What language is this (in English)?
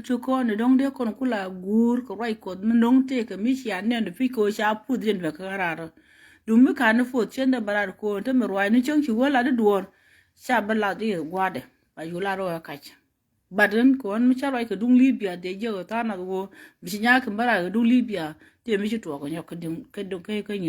Nuer